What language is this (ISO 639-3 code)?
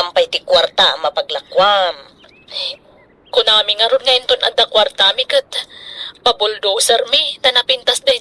ilo